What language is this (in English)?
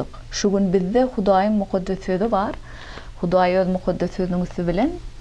Turkmen